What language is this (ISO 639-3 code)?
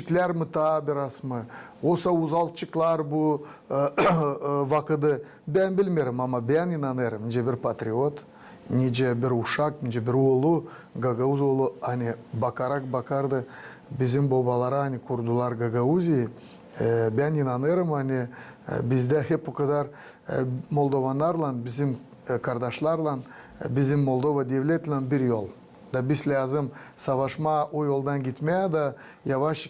gag